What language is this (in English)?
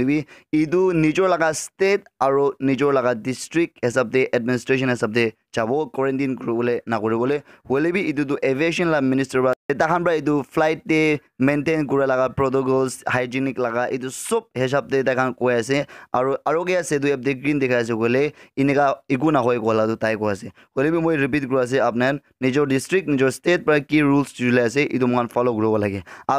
Naga Pidgin